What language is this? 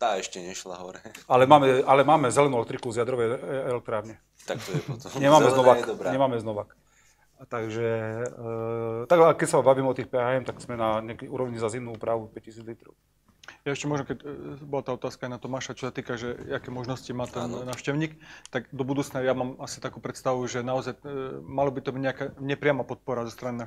Slovak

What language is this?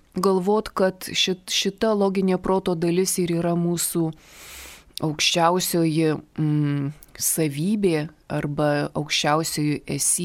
Lithuanian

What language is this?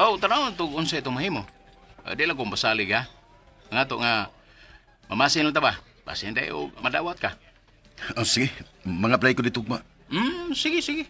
Cebuano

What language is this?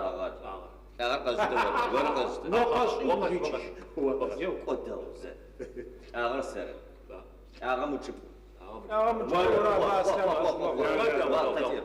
Adyghe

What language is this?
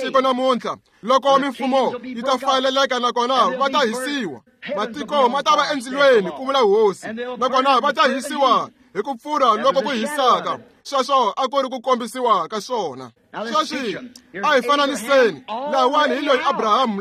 Tsonga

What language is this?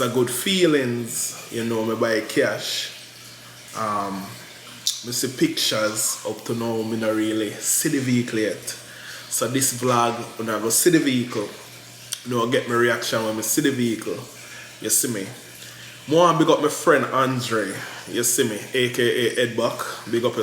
Jamaican Creole English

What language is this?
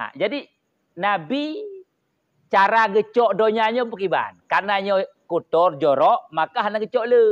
Achinese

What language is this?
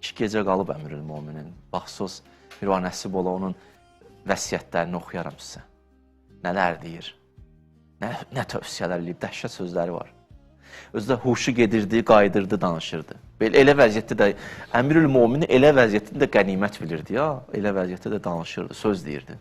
Azerbaijani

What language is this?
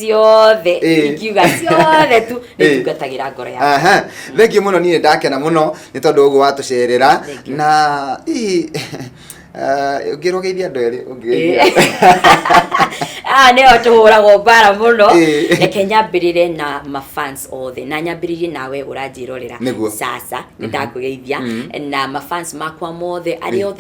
Kikuyu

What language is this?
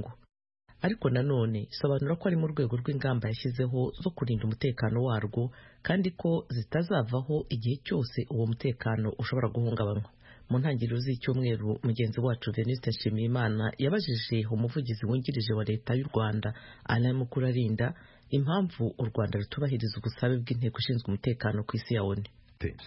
Kinyarwanda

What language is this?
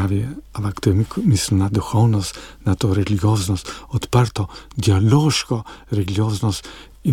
Slovenian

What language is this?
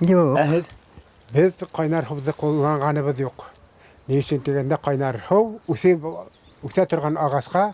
Bashkir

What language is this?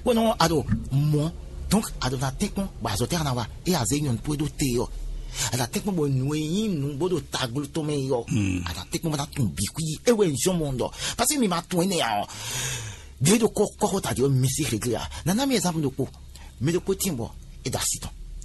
Fon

